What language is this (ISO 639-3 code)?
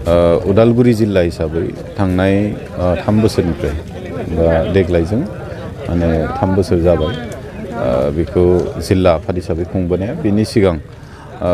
brx